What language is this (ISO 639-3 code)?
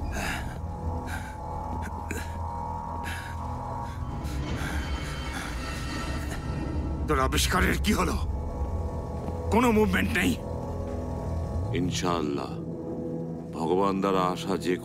ben